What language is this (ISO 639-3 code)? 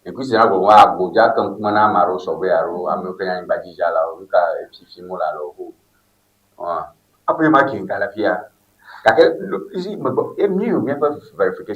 ewe